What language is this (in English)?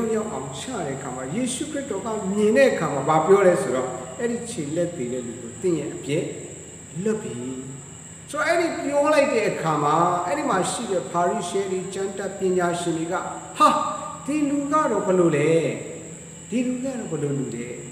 Burmese